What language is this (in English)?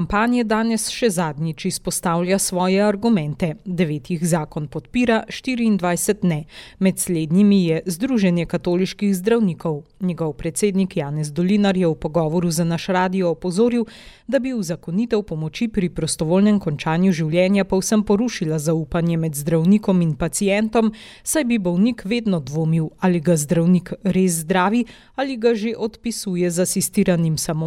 Slovenian